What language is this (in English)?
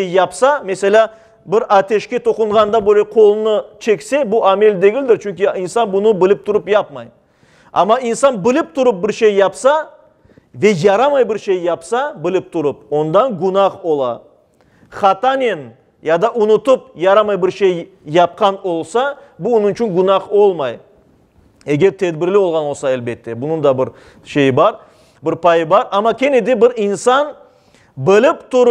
Crimean Tatar